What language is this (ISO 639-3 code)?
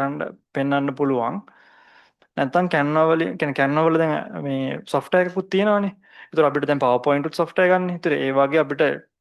sin